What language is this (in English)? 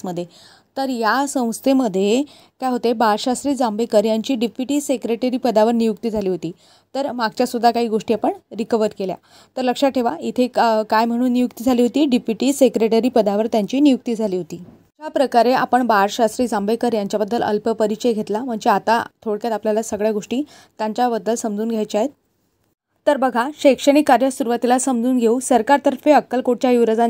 Marathi